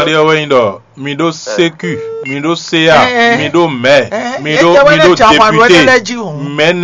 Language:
Fon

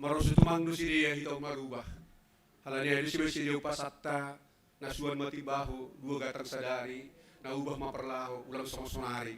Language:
Batak Simalungun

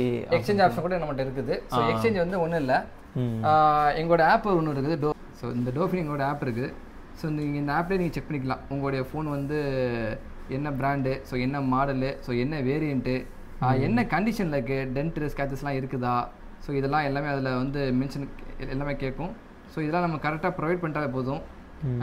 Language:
Tamil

